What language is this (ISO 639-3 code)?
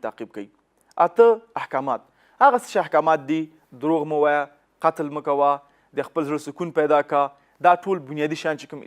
pus